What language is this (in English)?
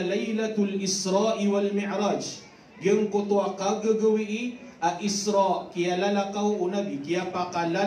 Maranao